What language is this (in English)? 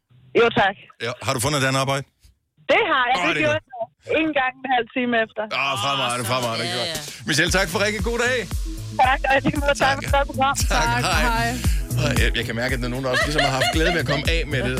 Danish